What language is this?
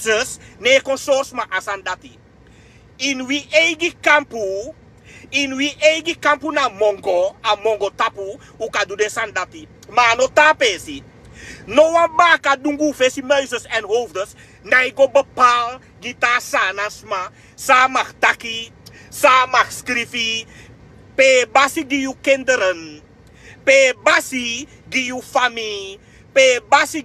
Sranan Tongo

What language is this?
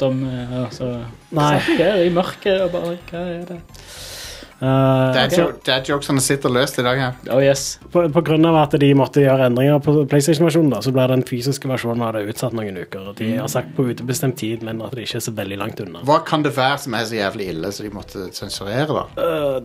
Norwegian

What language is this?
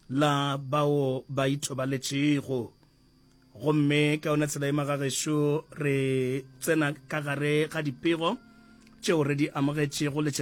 Northern Sotho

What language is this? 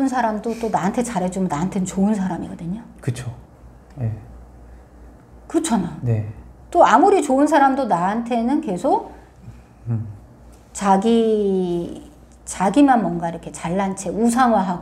Korean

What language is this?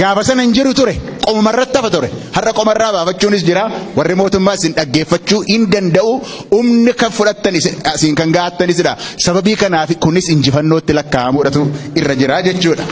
Oromo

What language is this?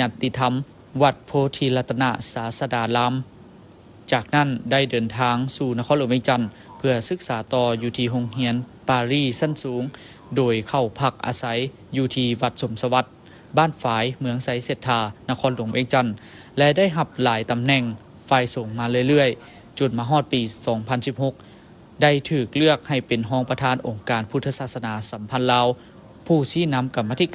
Lao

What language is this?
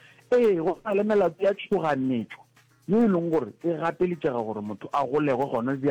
Northern Sotho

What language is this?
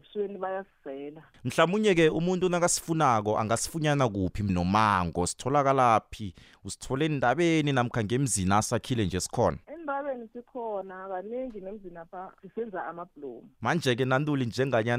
South Ndebele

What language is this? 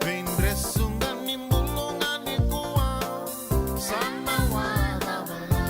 Fijian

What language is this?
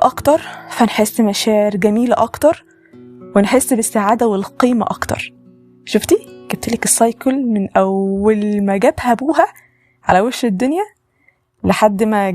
Egyptian Arabic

